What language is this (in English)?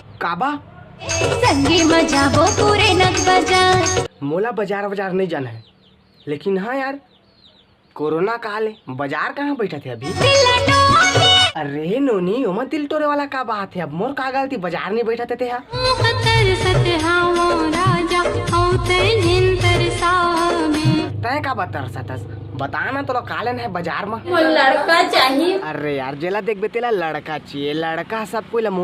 Chhattisgarhi